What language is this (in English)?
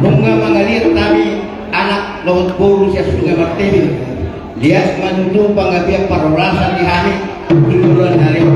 Batak Toba